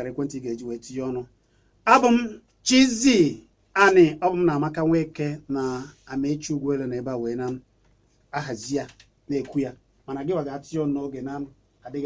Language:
Igbo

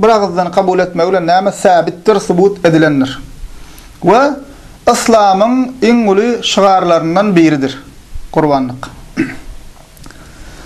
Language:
Turkmen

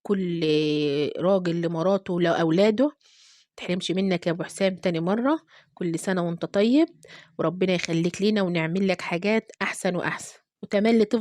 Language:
Egyptian Arabic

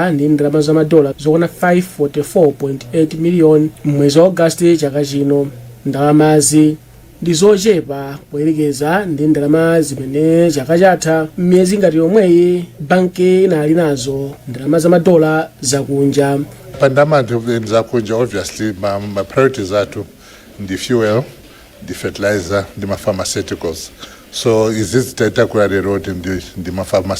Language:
Nyanja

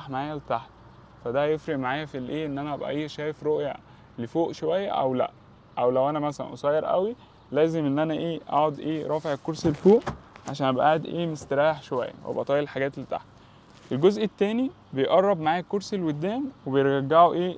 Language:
Egyptian Arabic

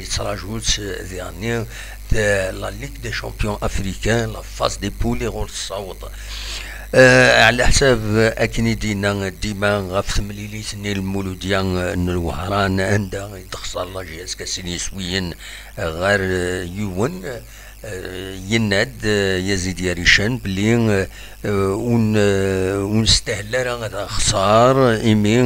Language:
Kabyle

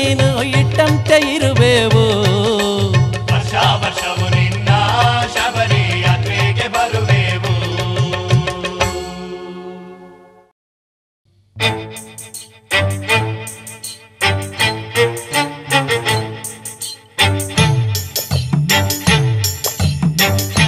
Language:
Kannada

